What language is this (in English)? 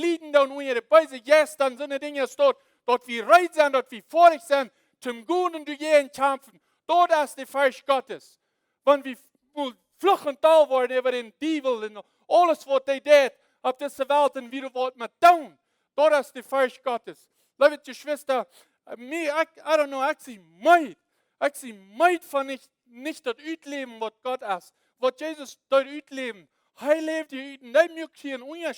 Plautdietsch